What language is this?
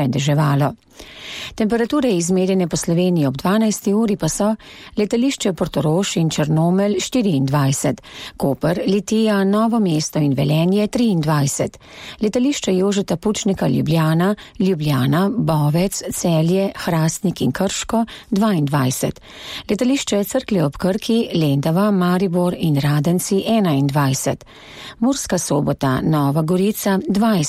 Slovenian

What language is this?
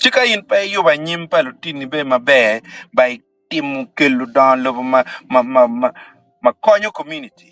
Acoli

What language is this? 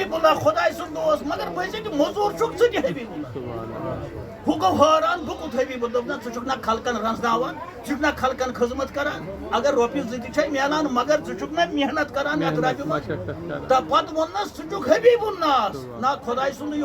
Kashmiri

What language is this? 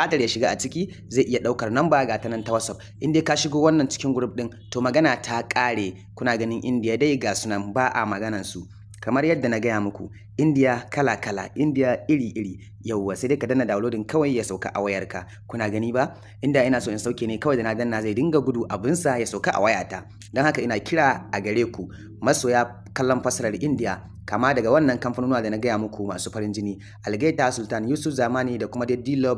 Hausa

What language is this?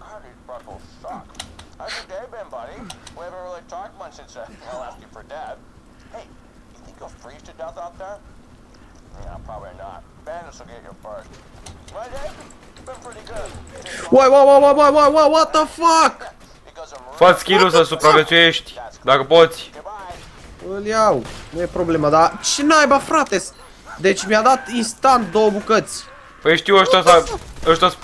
Romanian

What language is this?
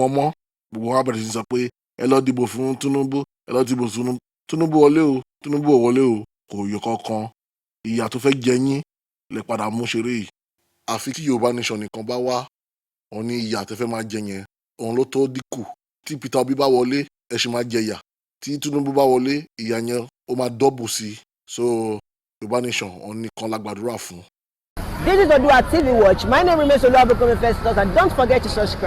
Yoruba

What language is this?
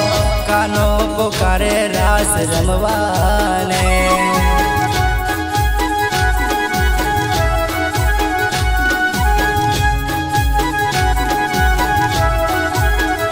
Gujarati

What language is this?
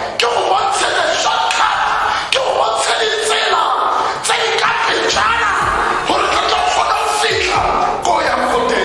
Tswana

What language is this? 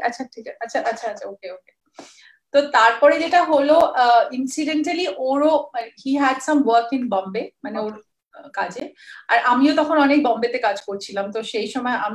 Bangla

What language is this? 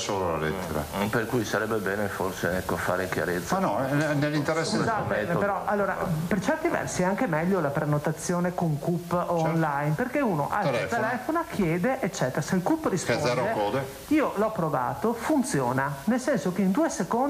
Italian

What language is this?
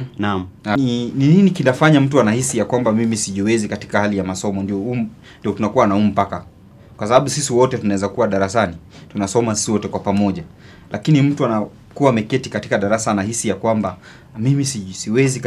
Swahili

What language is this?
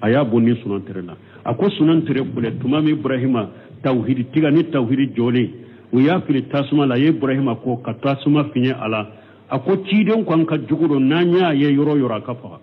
Bambara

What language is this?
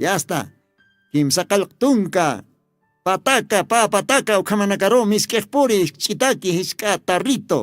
Aymara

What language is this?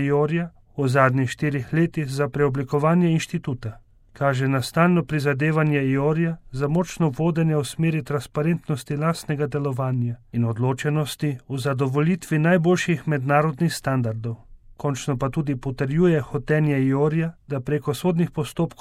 Slovenian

